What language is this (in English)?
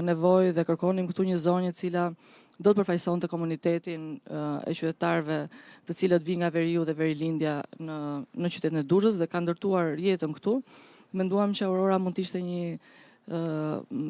Albanian